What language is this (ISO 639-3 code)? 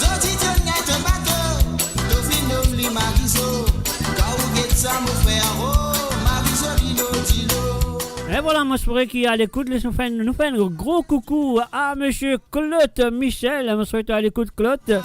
mfe